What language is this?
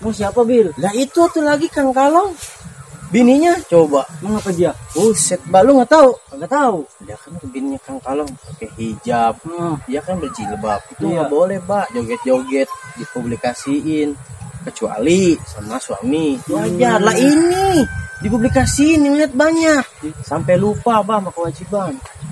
Betawi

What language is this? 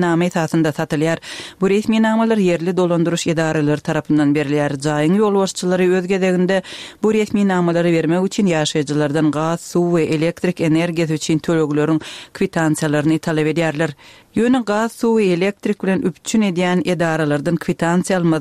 Turkmen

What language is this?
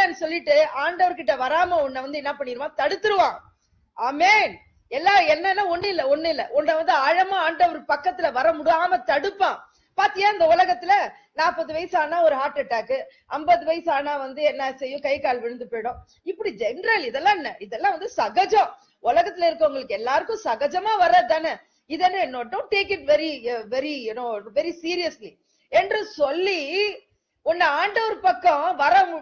Tamil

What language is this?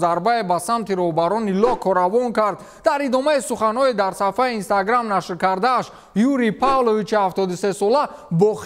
Tajik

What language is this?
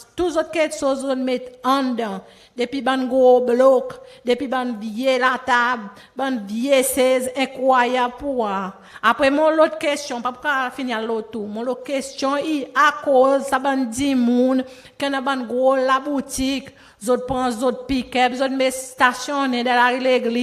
Seselwa Creole French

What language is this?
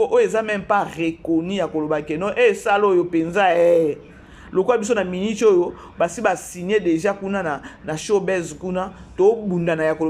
Lingala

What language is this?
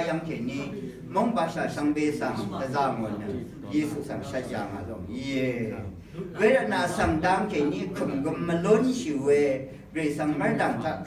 Rawang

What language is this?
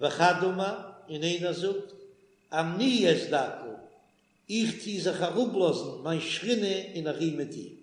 Yiddish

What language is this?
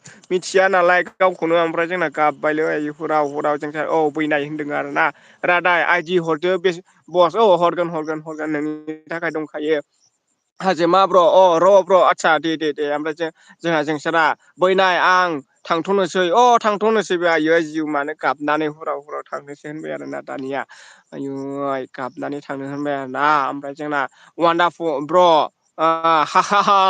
Bodo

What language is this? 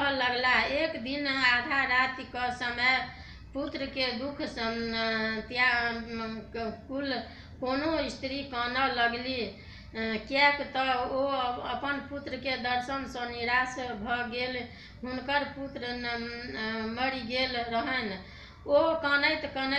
Maithili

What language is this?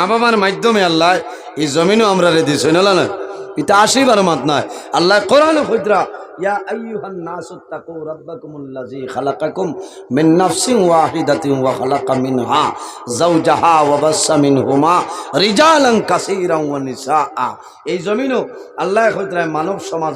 Sylheti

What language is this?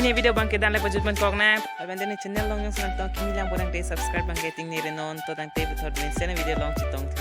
Karbi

